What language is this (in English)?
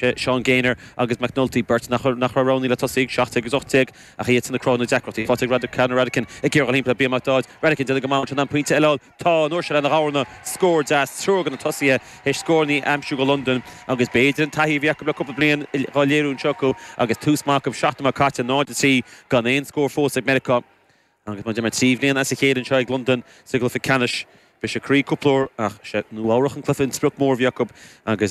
Irish